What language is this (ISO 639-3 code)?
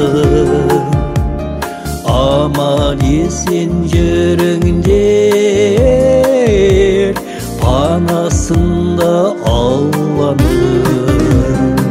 kaz